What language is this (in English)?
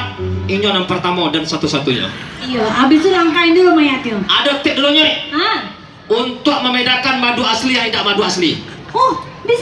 Minangkabau